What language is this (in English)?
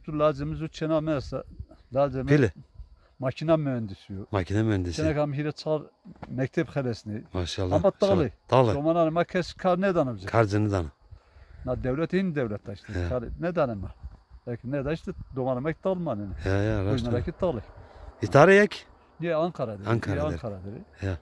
Zaza